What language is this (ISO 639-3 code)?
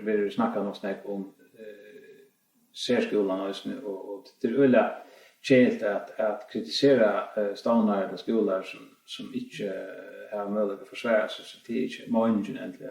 fao